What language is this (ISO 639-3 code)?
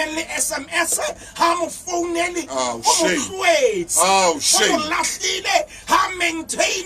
sot